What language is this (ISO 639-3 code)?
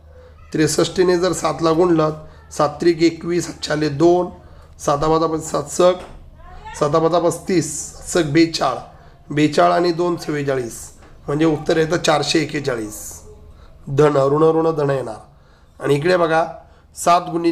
mar